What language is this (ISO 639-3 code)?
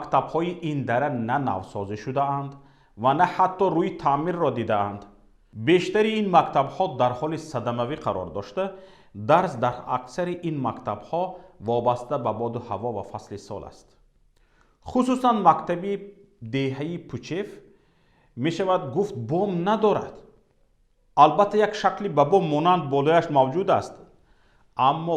tgk